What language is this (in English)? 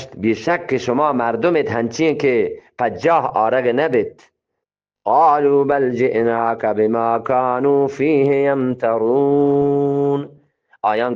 Eastern Balochi